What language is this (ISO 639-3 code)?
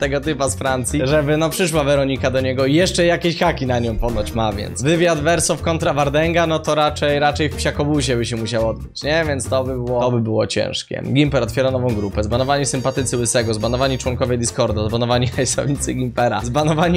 pol